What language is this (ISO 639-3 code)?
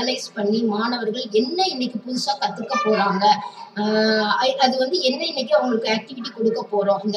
tam